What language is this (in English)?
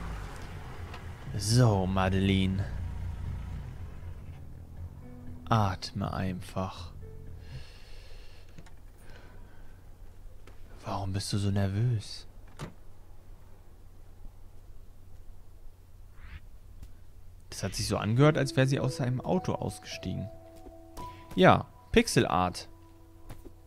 German